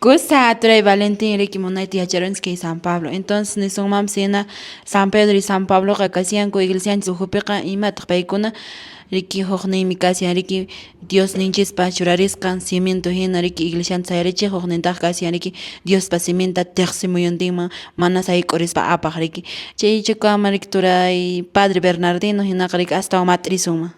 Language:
Quechua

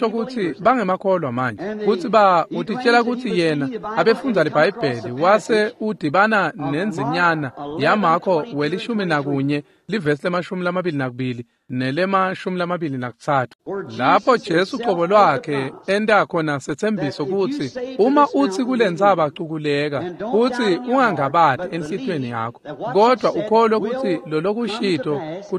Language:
Swati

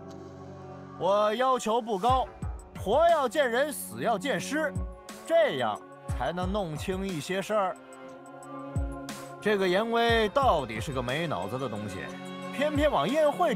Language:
Chinese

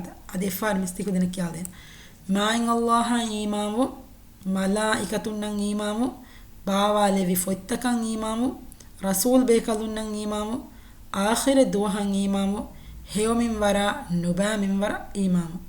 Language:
Divehi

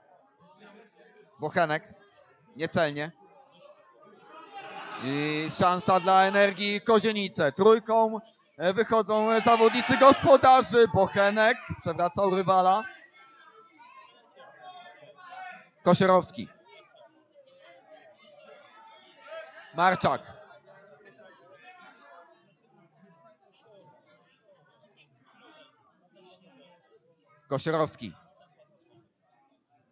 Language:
Polish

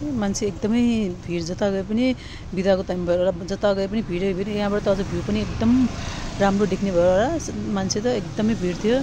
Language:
Nepali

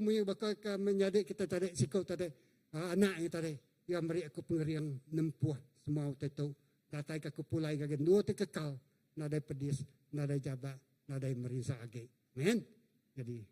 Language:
Iban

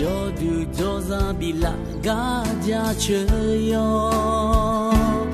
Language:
Akha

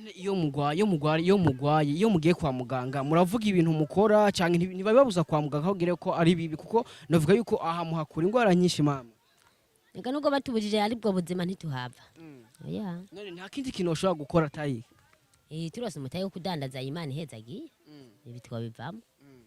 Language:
Rundi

